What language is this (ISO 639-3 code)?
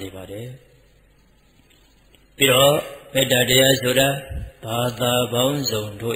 mya